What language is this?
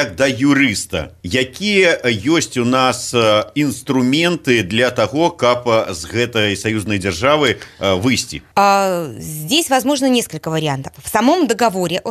Belarusian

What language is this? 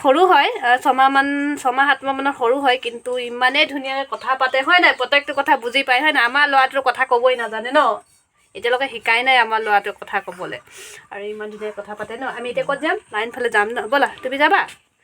Assamese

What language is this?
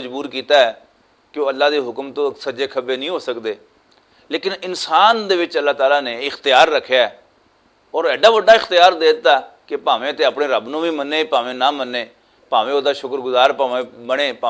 Western Panjabi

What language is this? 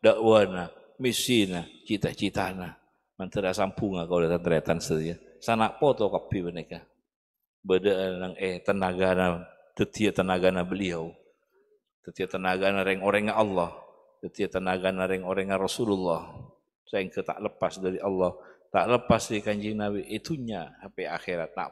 Madurese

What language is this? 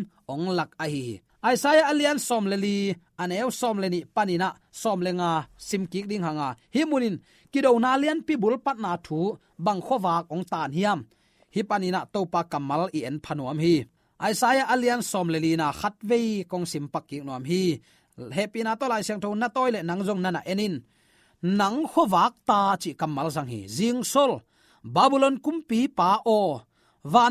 Tedim Chin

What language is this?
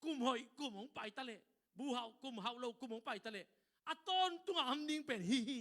Tedim Chin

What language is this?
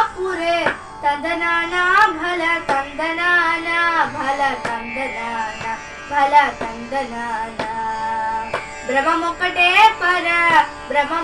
Telugu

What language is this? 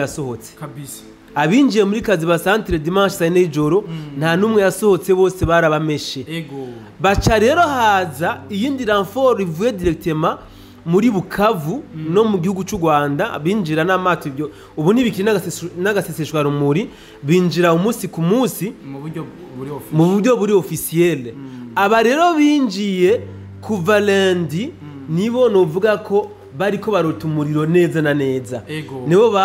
Rundi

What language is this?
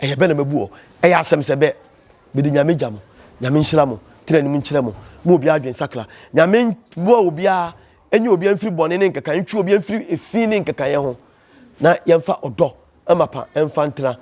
Akan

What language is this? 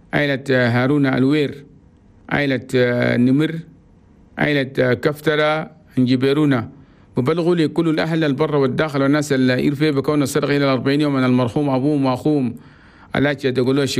Chadian Arabic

